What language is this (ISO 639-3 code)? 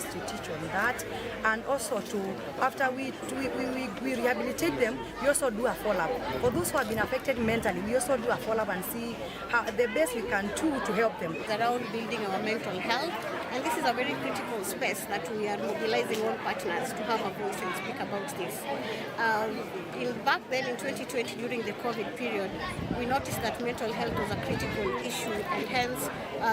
kam